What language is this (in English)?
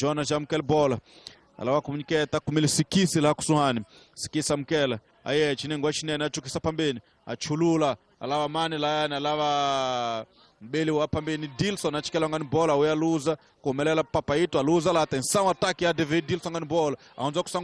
Tsonga